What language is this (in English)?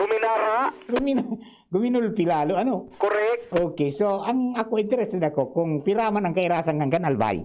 Bikol